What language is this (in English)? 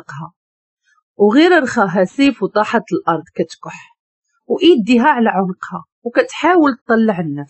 Moroccan Arabic